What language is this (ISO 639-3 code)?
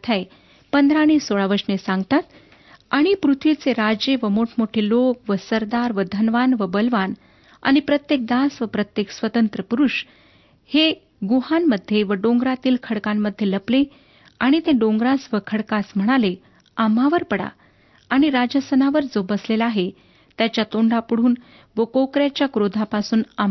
mar